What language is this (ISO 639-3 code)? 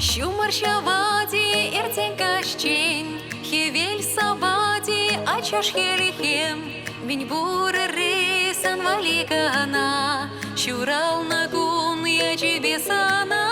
chv